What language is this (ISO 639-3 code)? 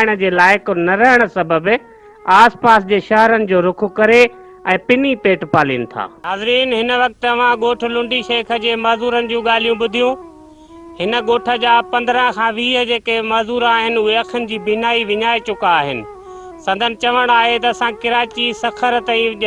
snd